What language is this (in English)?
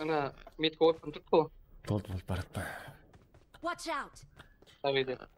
Kara-Kalpak